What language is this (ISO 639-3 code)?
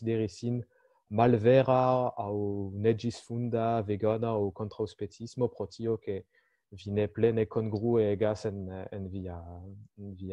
epo